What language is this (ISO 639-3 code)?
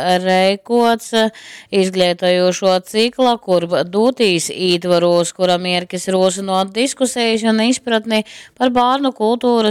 ltg